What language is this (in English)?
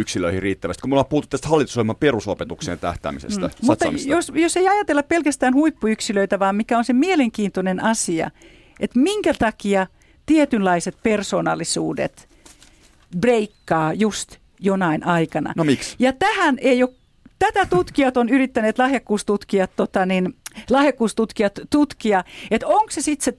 Finnish